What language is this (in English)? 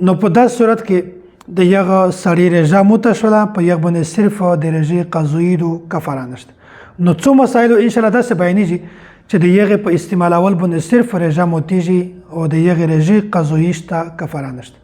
Pashto